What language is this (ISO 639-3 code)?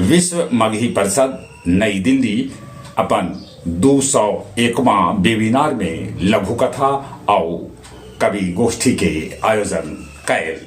mag